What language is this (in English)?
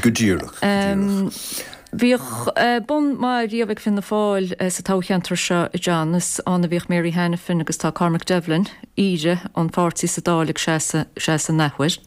Irish